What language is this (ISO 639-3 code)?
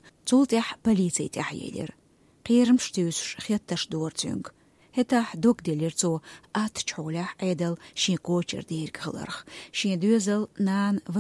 che